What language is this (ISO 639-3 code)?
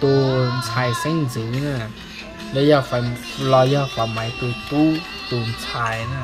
hmn